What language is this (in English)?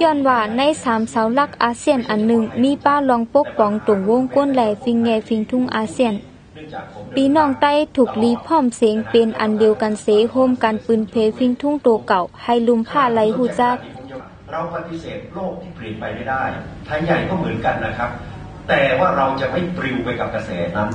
Shan